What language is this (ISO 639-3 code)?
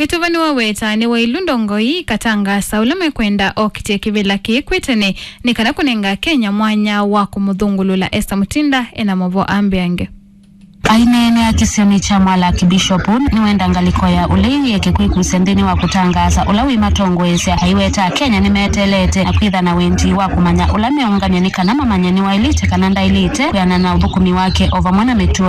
kam